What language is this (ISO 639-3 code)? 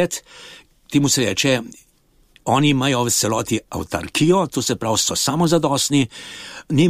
slv